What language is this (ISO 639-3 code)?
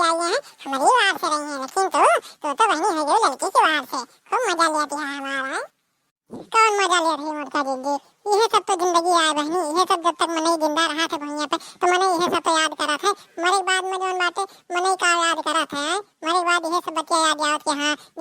awa